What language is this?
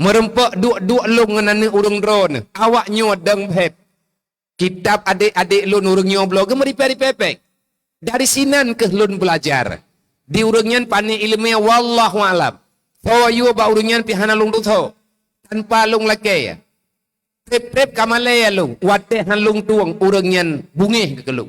Achinese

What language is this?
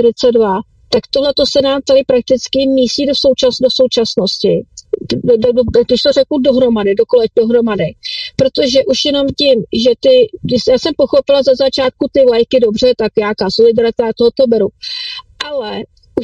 Czech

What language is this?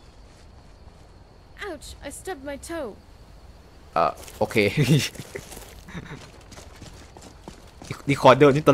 Thai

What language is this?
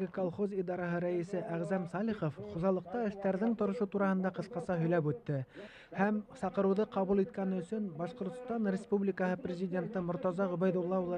Bashkir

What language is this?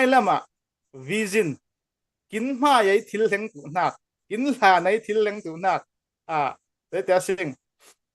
Falam Chin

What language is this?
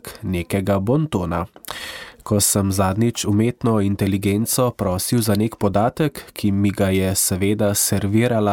Slovenian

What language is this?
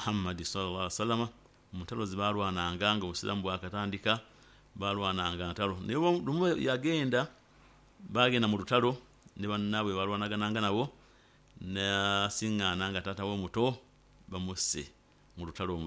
Nyoro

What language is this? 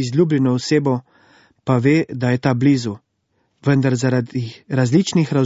Slovenian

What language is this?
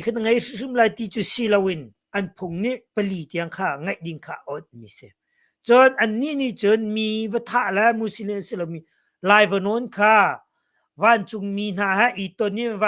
Hakha Chin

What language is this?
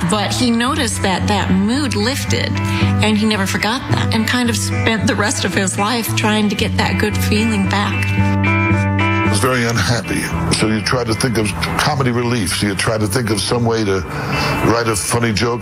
English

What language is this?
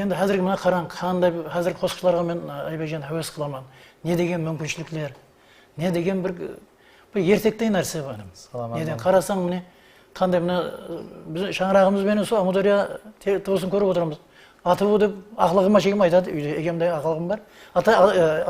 Kara-Kalpak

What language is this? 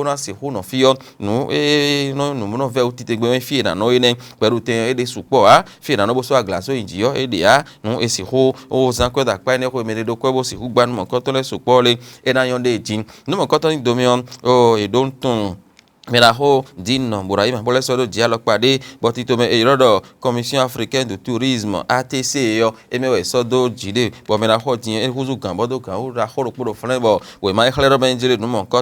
Fon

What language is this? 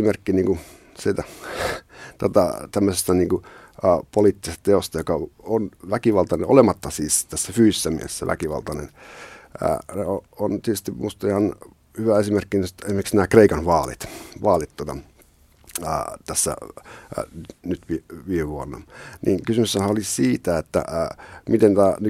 Finnish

